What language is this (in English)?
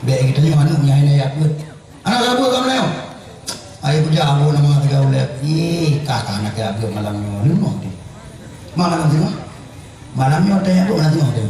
Achinese